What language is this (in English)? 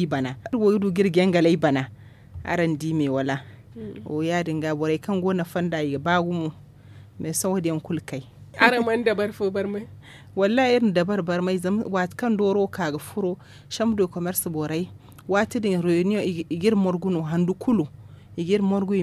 Zarma